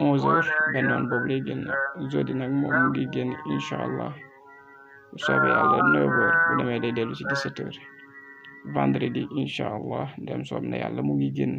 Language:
Wolof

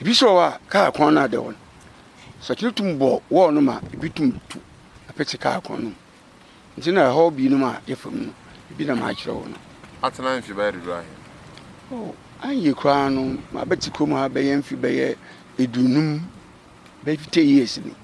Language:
Akan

